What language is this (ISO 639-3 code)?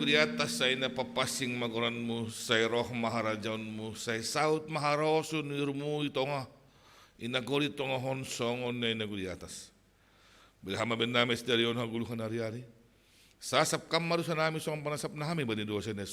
bts